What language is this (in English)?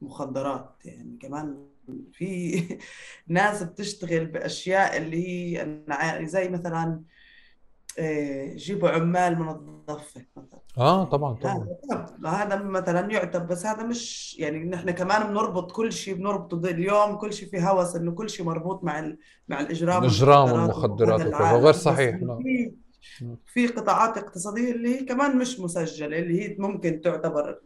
North Levantine Arabic